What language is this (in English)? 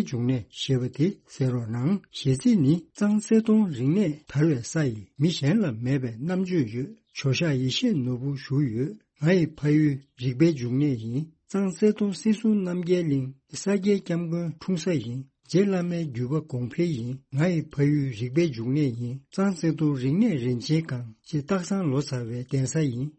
Tibetan